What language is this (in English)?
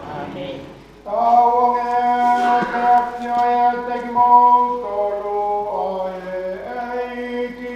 Tongan